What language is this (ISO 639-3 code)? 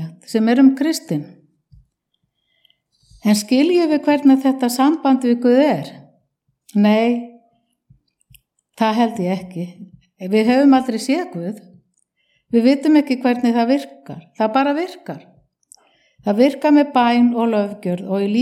isl